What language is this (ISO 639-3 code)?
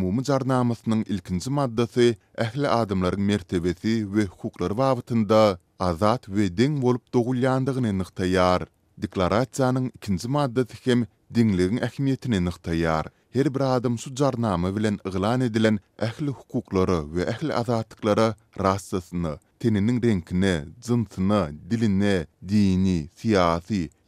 tuk